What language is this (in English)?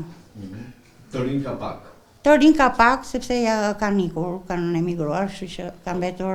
Albanian